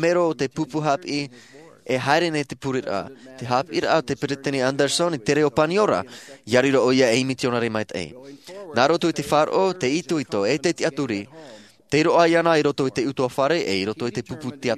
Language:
Tahitian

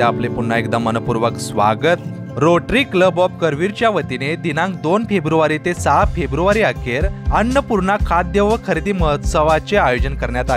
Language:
Marathi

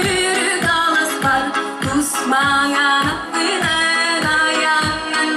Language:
Yakut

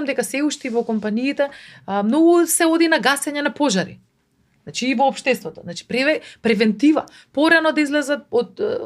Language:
Macedonian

